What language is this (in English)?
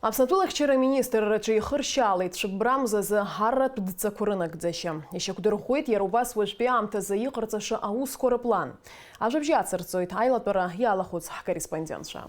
Abkhazian